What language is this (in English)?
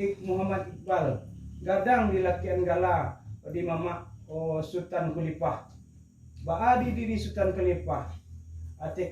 Minangkabau